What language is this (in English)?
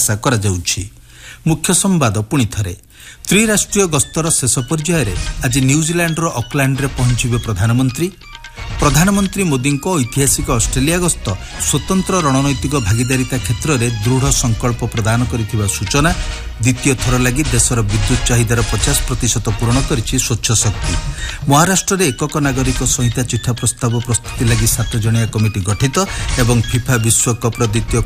Odia